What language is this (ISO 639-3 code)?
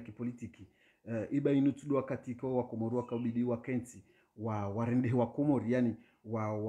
swa